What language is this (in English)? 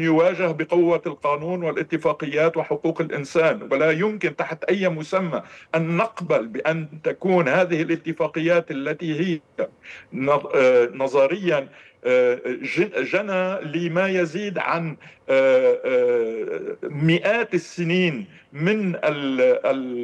Arabic